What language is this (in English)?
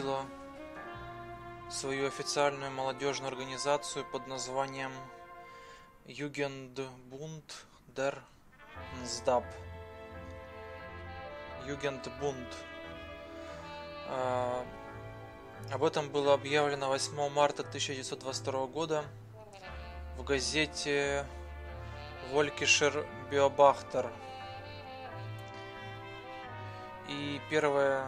Russian